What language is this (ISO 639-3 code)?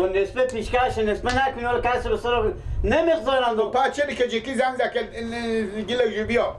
fas